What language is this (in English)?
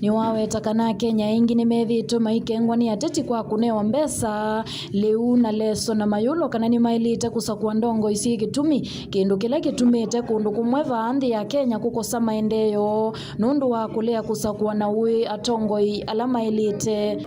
Kamba